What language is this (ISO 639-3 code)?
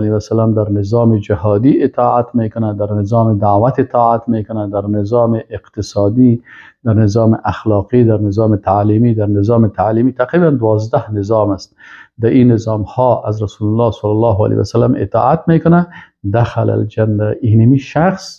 fas